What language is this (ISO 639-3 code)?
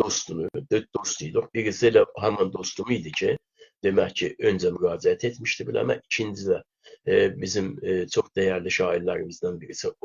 azb